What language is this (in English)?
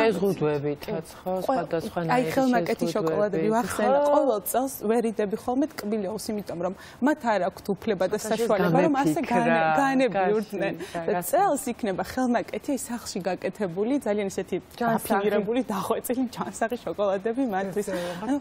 Georgian